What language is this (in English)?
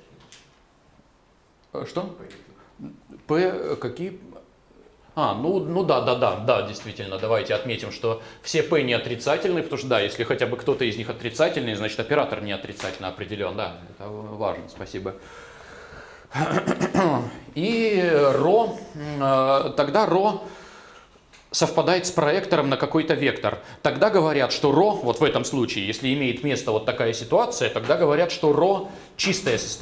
Russian